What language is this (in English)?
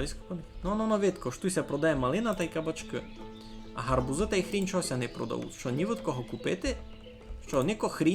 Rusyn